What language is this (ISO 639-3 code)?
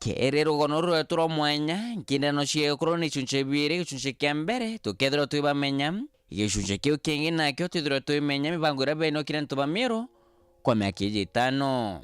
mer